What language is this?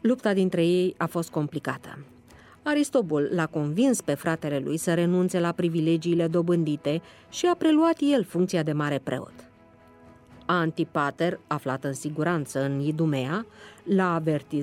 Romanian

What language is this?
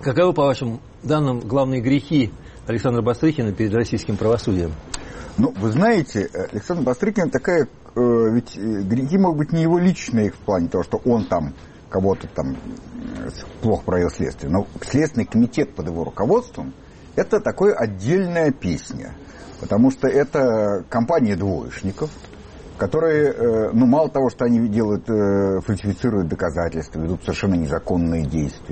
Russian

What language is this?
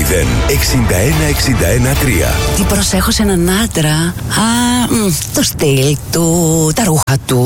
Greek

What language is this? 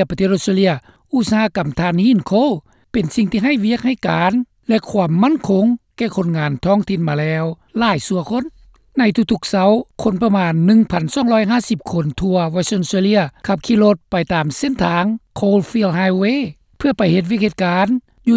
Lao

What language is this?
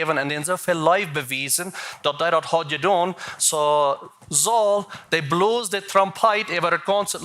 Plautdietsch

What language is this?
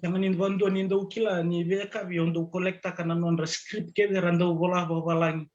Fijian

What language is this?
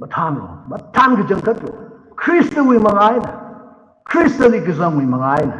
Tangkhul Naga (India)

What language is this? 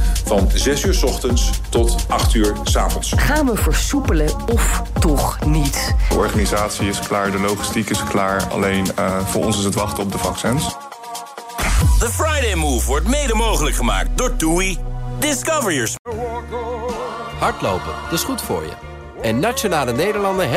Dutch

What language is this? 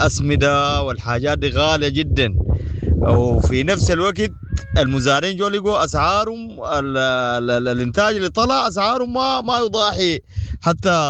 Sudanese Arabic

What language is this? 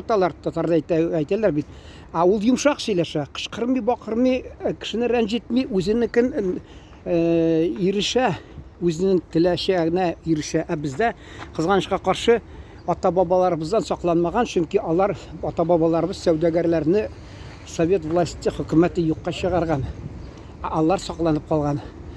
Tatar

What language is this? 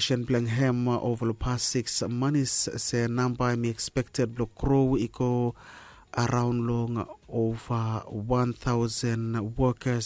Bislama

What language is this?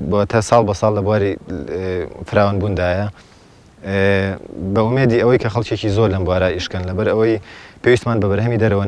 Central Kurdish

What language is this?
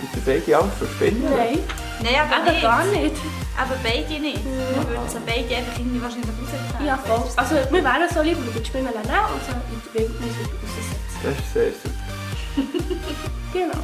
Swiss German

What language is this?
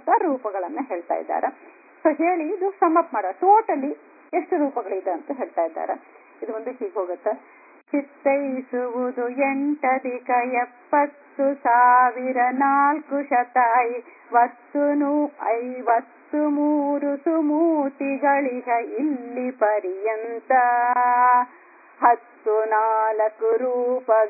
Kannada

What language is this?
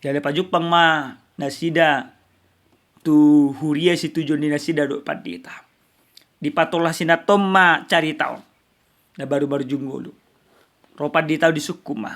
Batak Toba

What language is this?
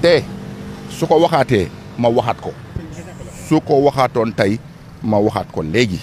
Wolof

